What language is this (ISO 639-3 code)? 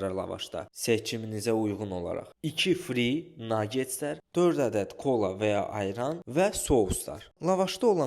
aze